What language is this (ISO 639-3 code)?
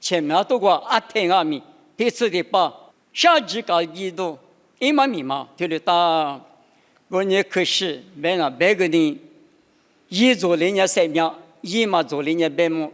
lis